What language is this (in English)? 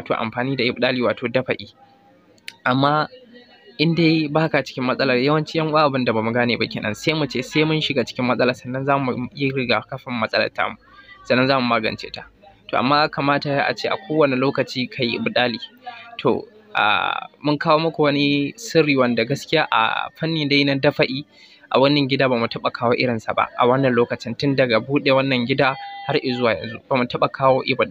Hausa